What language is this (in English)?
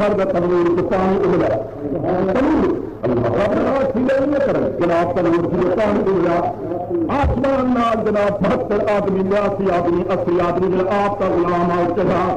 Saraiki